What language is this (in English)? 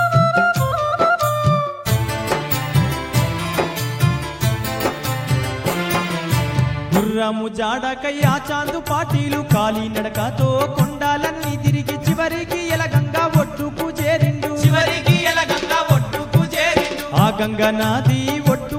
Telugu